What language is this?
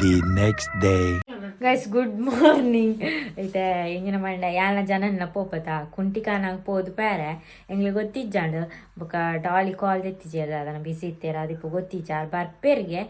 Tulu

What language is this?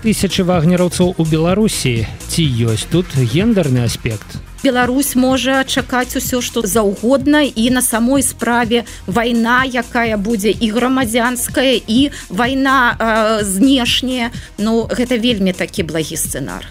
Belarusian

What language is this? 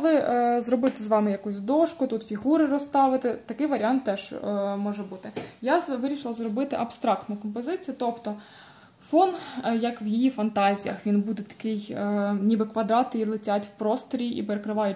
Ukrainian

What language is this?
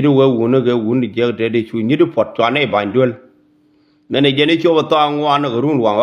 Nuer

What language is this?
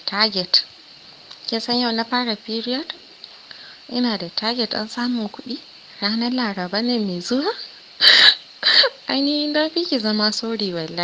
Hausa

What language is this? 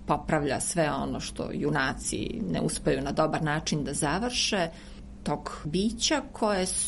Serbian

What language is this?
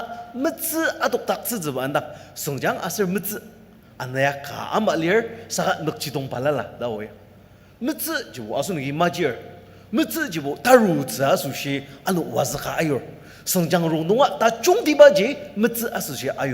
Ao Naga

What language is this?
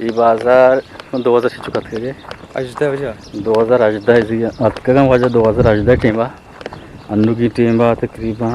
Eastern Balochi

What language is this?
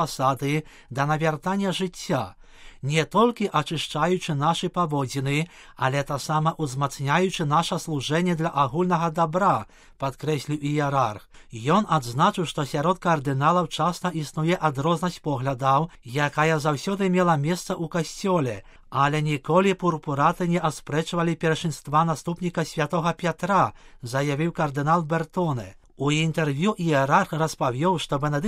Belarusian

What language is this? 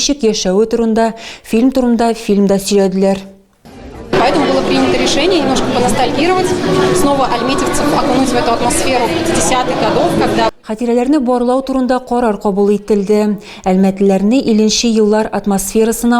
Tatar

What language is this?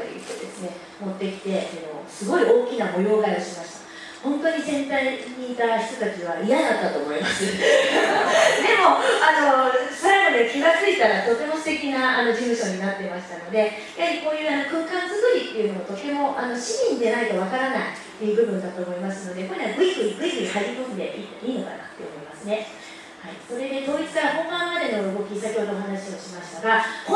Japanese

